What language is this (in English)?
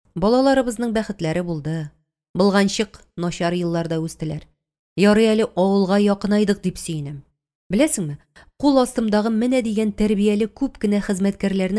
Tatar